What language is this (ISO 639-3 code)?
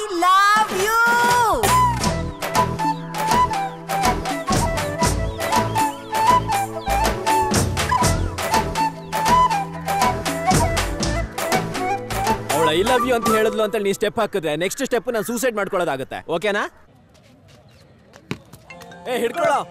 kan